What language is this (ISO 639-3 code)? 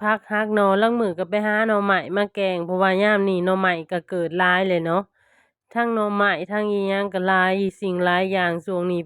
lao